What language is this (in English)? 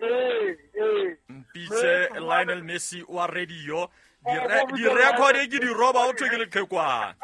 Southern Sotho